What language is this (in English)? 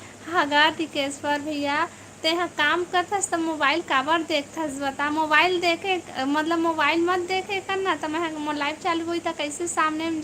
Chhattisgarhi